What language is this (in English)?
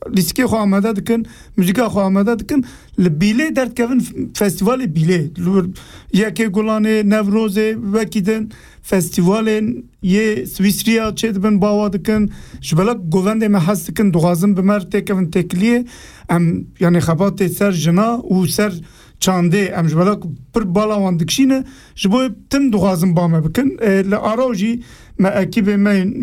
Kurdish